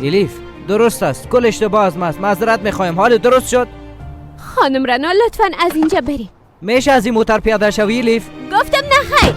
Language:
Persian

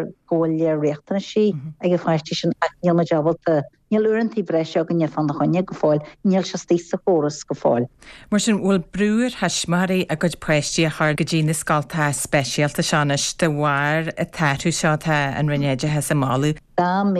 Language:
Irish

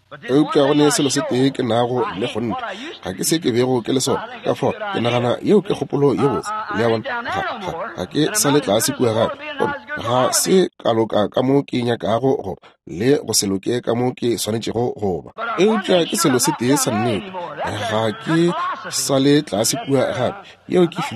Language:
Northern Sotho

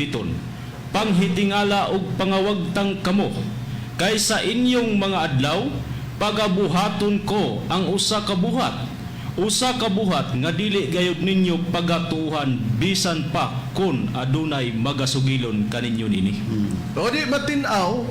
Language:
Cebuano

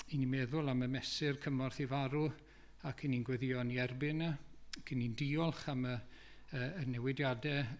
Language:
Welsh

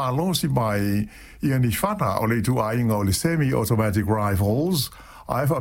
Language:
Samoan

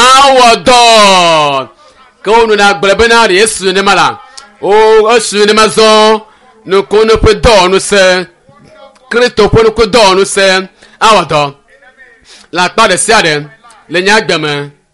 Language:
Ewe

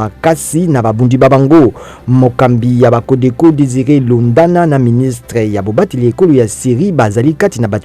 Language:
Lingala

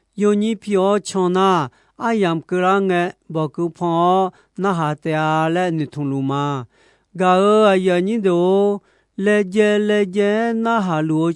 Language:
Akha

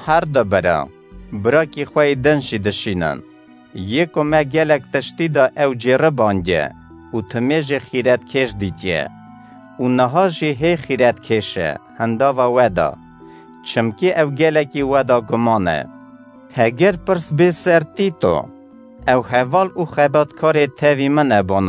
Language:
Kurdish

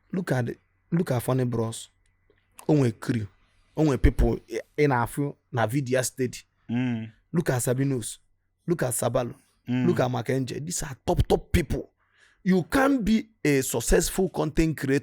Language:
Igbo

